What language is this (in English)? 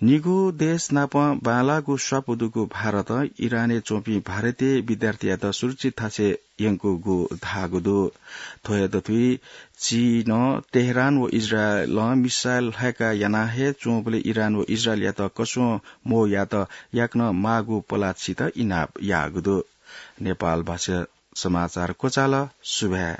Newari